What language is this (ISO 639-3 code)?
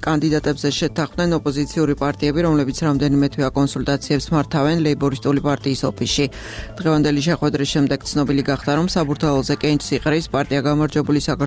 kat